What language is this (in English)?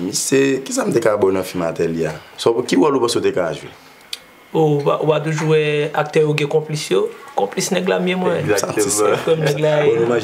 Haitian Creole